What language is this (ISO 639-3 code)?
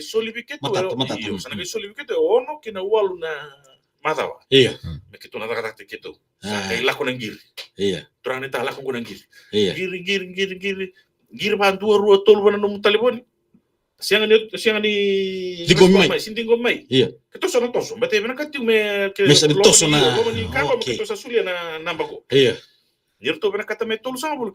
fij